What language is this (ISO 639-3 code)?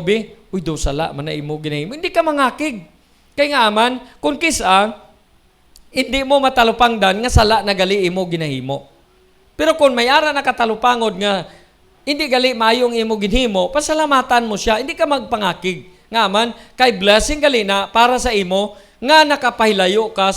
hil